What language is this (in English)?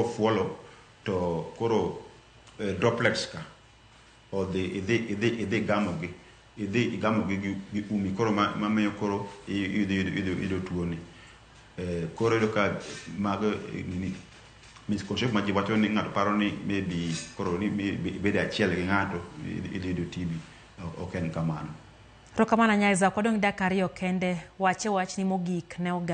Luo (Kenya and Tanzania)